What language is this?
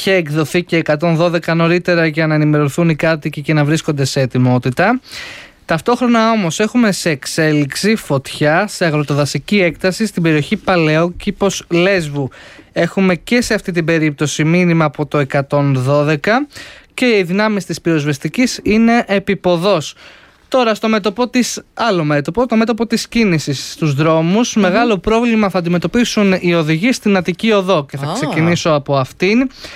Greek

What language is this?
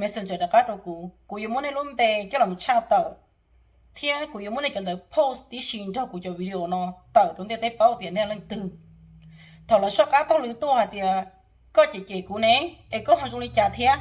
Hmong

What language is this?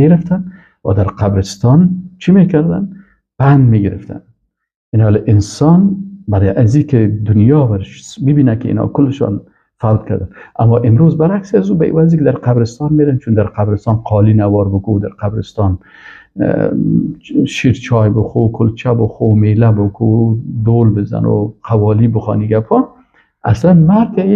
Persian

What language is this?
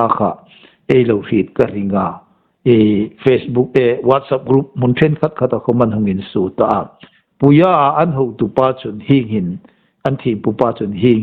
Hmar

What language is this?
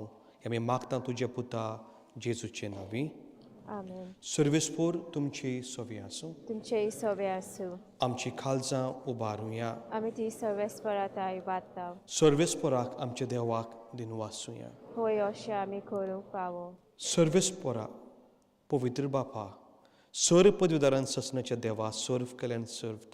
Konkani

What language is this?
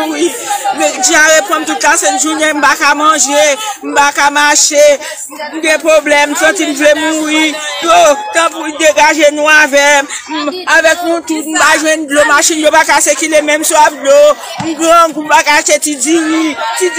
Haitian Creole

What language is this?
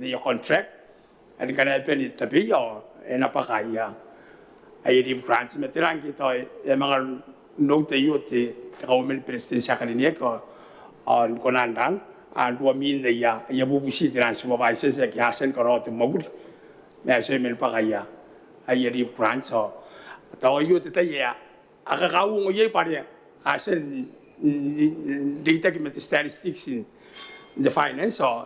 Gilbertese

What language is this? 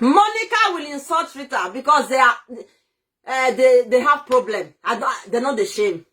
Nigerian Pidgin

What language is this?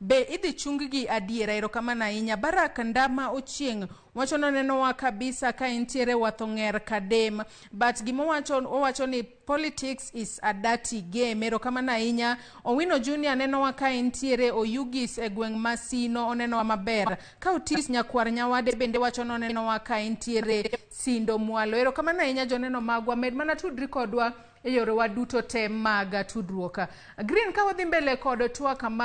Luo (Kenya and Tanzania)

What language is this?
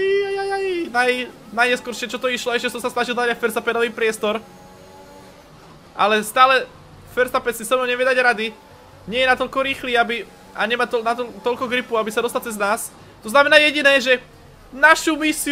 Slovak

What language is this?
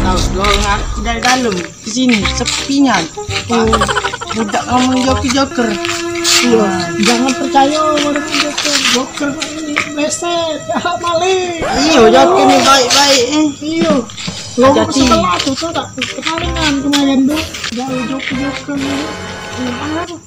Musi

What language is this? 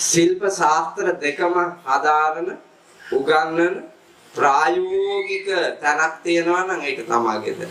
Sinhala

